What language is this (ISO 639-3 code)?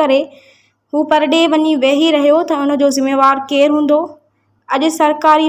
snd